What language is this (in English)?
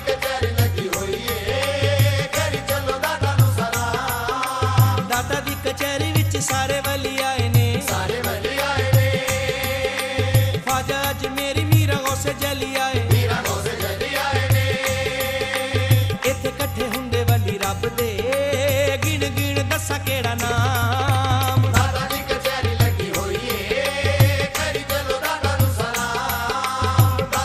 Punjabi